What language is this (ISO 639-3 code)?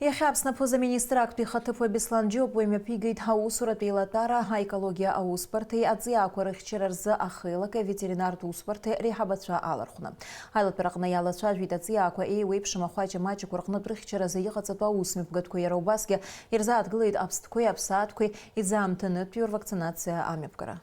abk